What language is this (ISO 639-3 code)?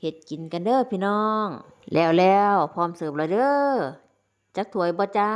tts